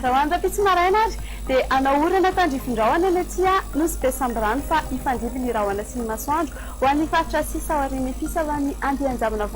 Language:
Malagasy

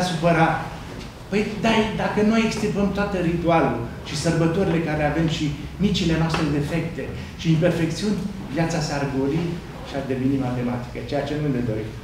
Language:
Romanian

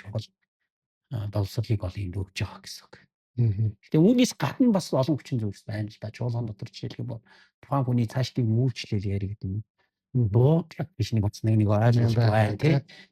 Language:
Mongolian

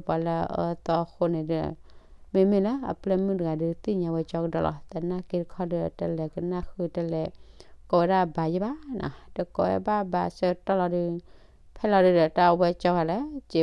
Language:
S'gaw Karen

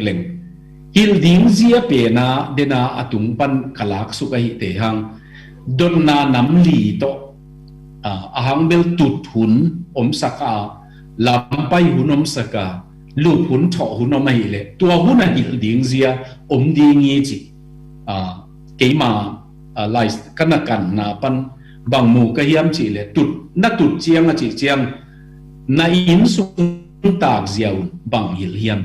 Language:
Tedim Chin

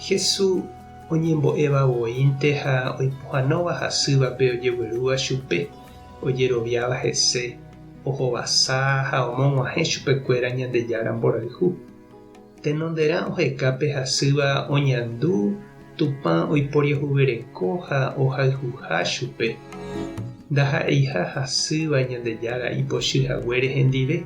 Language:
Guarani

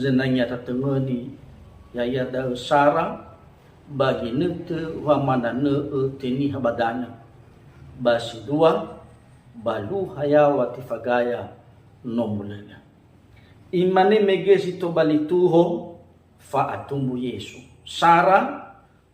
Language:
Nias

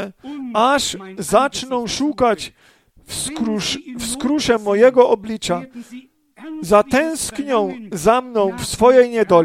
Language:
Polish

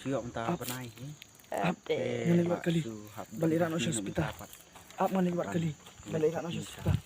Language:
Khasi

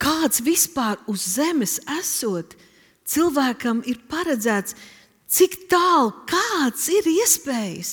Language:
Latvian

